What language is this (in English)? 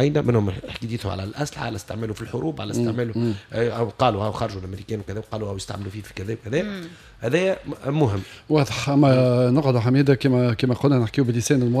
Tunisian Arabic